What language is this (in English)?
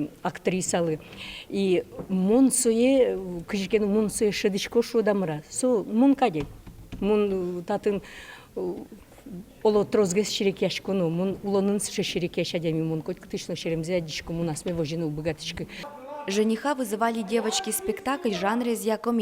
Udmurt